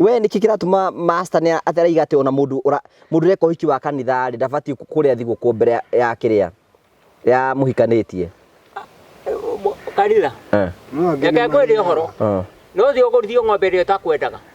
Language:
Kikuyu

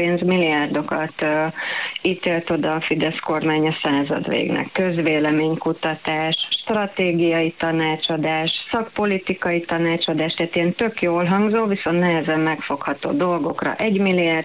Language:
Hungarian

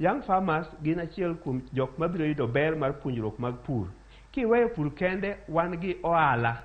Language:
Luo (Kenya and Tanzania)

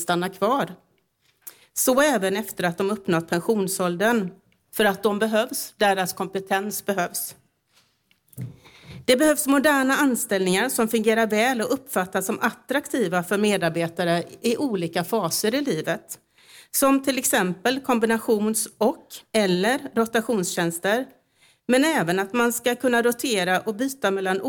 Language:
Swedish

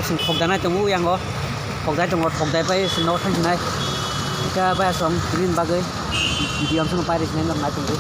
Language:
Kok Borok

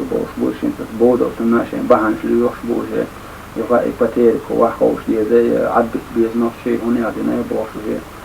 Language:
Chechen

